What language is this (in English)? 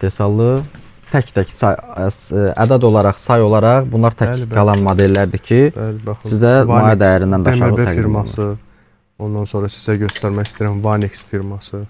Azerbaijani